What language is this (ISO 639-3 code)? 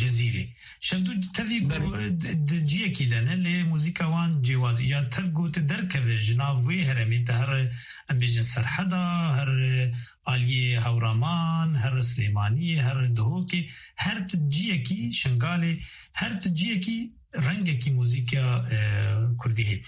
kur